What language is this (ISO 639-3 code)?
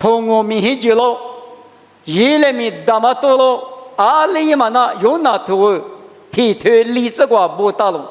lis